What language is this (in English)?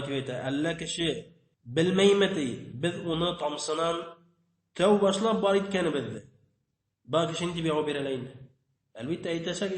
Bashkir